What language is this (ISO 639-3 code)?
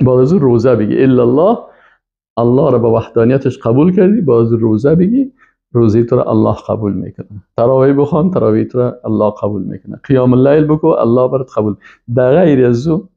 fas